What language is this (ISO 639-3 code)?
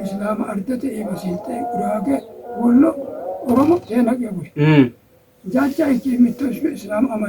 sid